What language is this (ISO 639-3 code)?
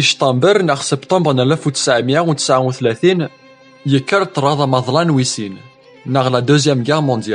kab